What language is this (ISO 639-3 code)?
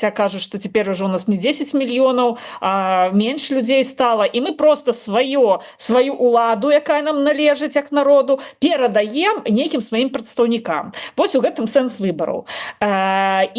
bel